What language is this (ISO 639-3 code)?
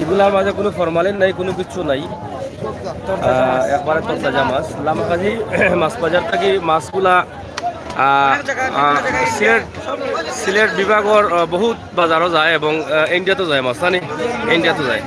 syl